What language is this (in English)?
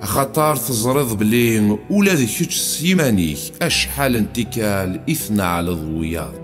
Kabyle